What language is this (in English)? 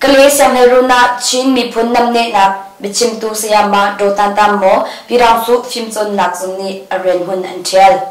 Hakha Chin